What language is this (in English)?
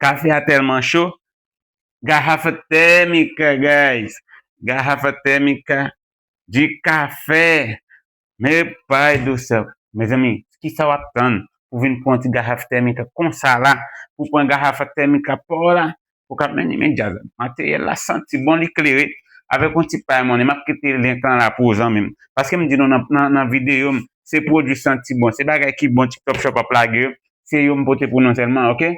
Haitian Creole